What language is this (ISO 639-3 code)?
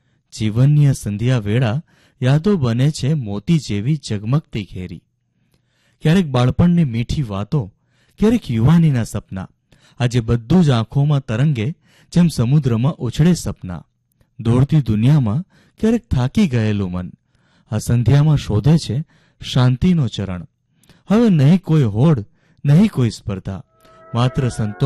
guj